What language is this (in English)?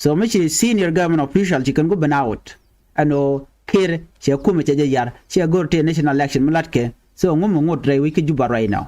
Nuer